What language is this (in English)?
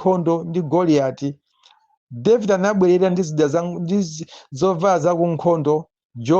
Nyanja